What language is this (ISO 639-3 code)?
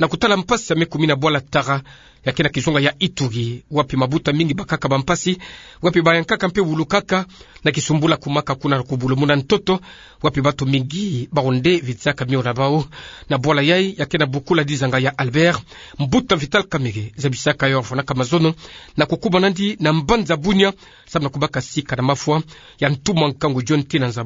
ktu